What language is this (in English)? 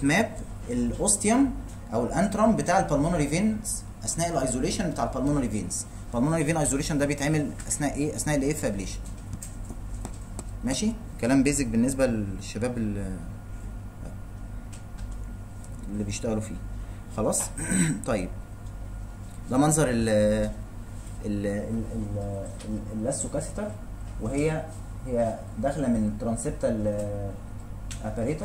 Egyptian Arabic